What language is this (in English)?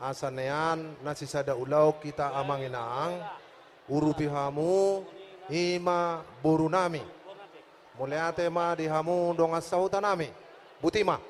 Batak Toba